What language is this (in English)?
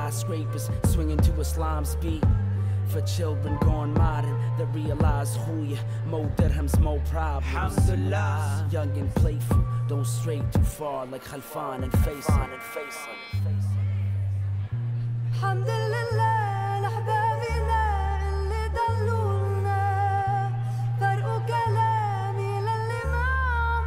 English